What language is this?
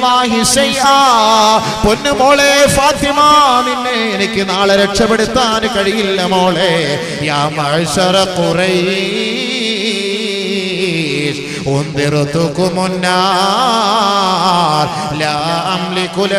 Malayalam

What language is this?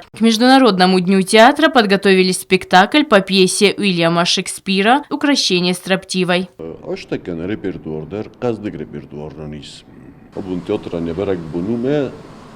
Ossetic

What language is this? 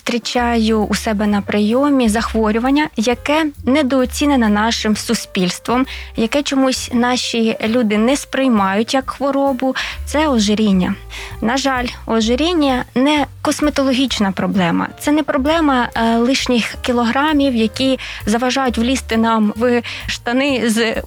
Ukrainian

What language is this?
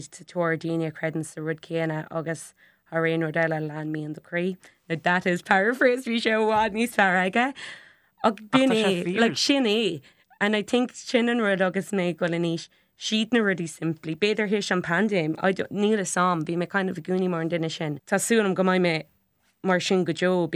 Irish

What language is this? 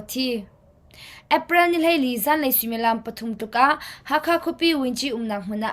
Hakha Chin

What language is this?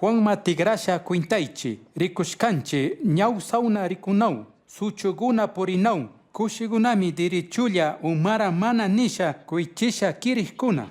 Chimborazo Highland Quichua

